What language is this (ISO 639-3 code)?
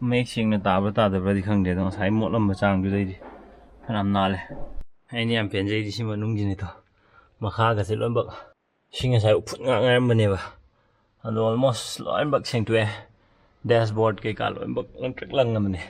mni